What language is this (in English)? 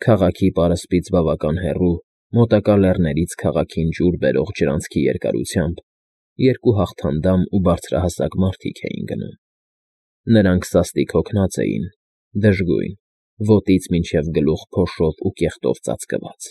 Armenian